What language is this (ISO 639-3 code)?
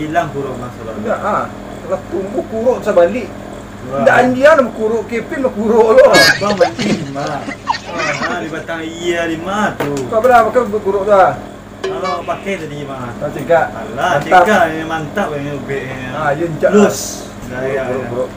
min